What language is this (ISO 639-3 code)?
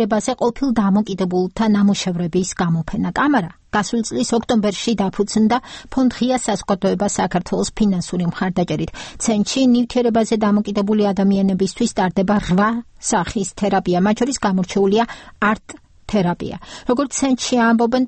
kat